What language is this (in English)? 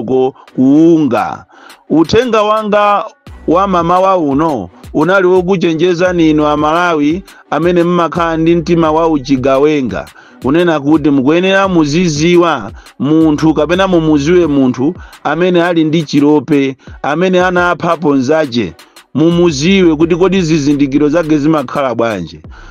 Nyanja